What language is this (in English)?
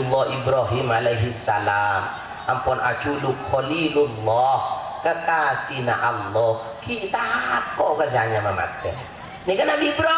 Madurese